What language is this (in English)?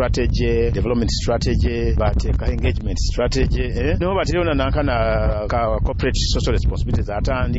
Nyoro